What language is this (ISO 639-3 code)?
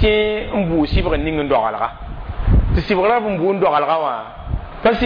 mos